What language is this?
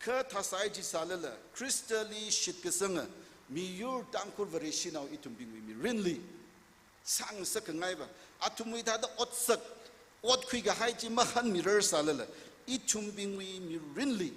Tangkhul Naga (India)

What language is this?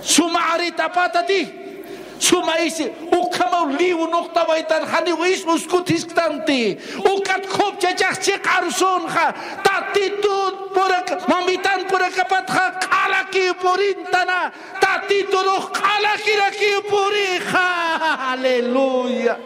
Aymara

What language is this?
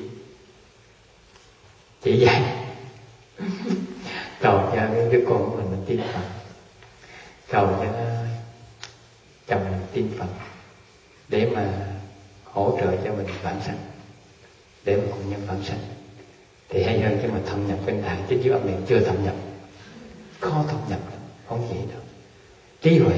Vietnamese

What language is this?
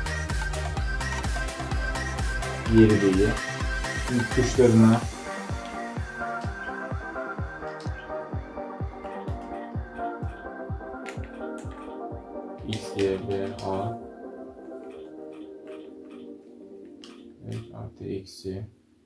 Turkish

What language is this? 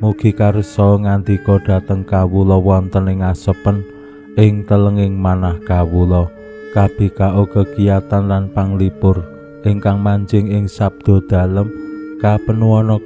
Javanese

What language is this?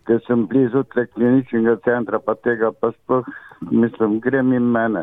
Slovenian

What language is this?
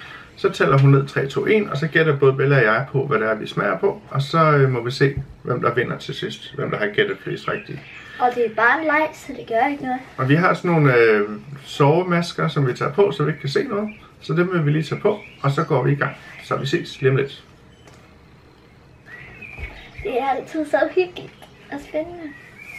Danish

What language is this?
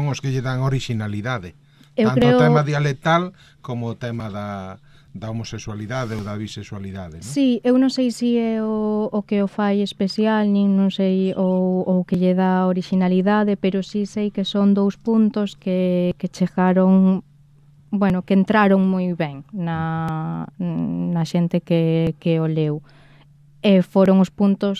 Galician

